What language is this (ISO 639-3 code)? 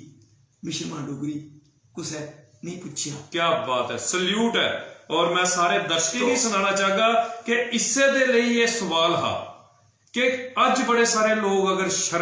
doi